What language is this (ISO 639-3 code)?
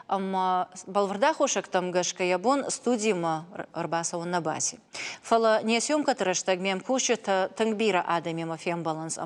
oss